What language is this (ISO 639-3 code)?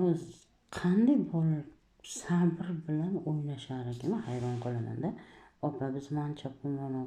uzb